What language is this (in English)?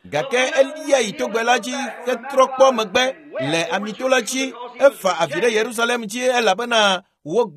Ewe